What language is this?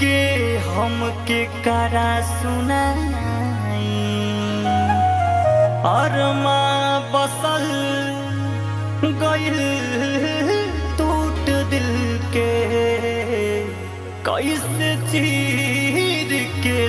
Bhojpuri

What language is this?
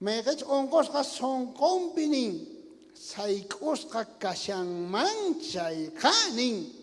South Bolivian Quechua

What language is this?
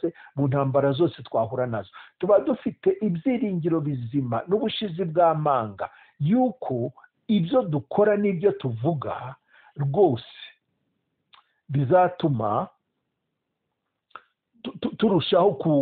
Kinyarwanda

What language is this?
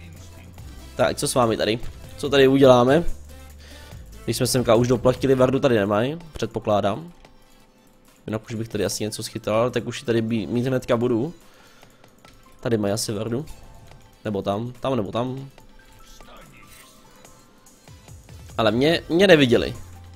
Czech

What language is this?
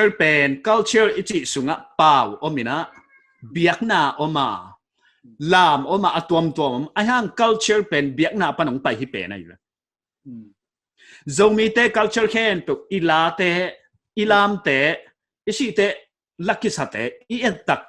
Paite Chin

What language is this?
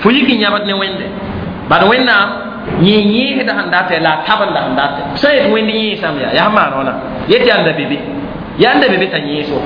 Mossi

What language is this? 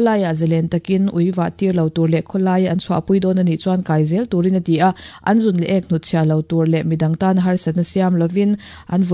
Mizo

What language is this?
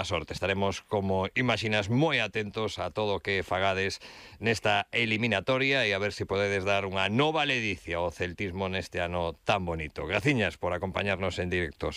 Galician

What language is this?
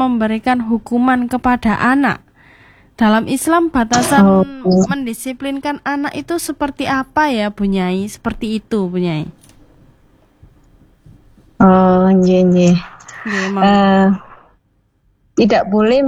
Indonesian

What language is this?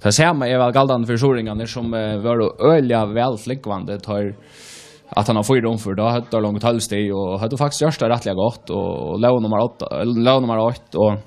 Faroese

